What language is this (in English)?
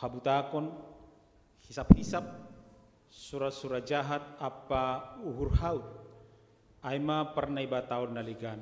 Batak Simalungun